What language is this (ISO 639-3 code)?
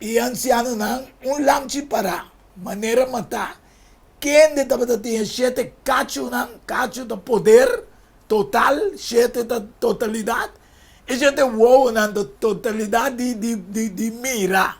pap